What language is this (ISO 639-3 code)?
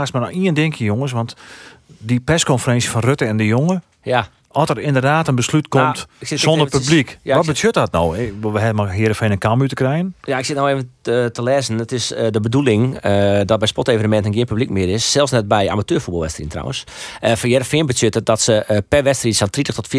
fry